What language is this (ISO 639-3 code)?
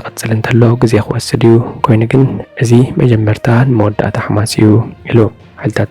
tir